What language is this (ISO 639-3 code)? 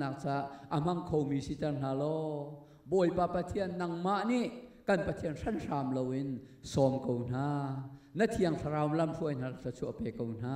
cnh